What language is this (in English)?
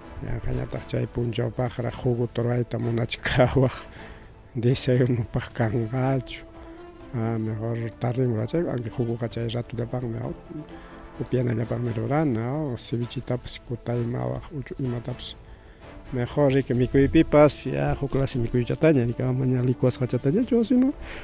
Ayacucho Quechua